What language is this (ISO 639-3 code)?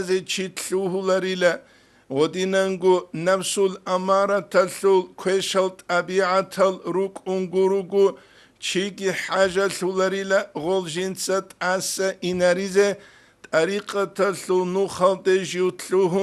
ava